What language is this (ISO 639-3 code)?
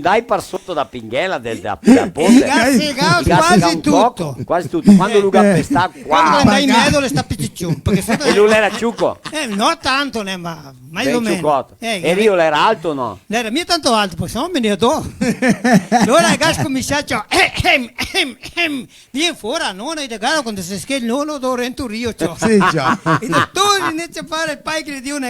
vec